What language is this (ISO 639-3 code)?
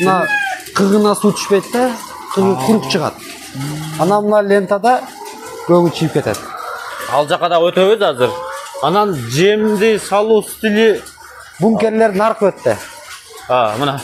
kir